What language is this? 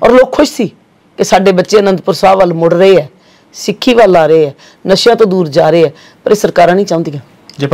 Punjabi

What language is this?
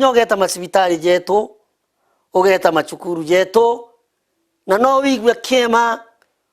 Meru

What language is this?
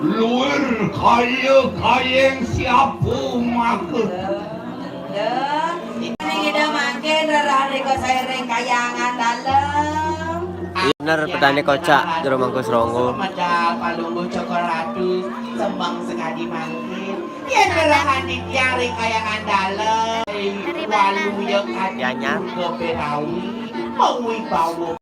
Balinese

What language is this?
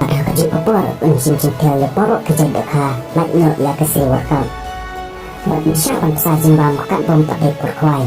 Khasi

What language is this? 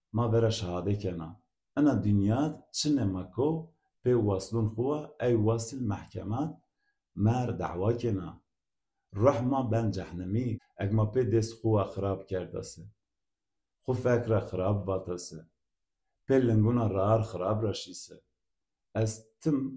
Zaza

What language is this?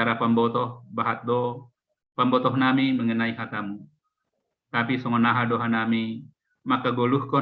Batak Simalungun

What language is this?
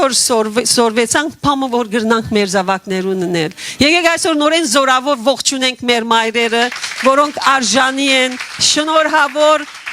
Western Armenian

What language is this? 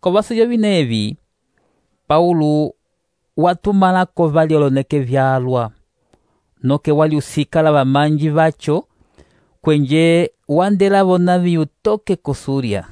Umbundu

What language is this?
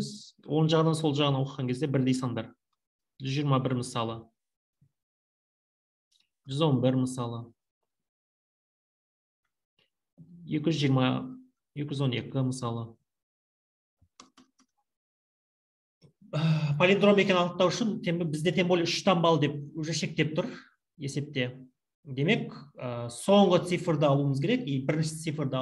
Kazakh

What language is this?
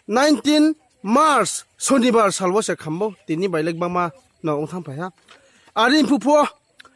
Riang (India)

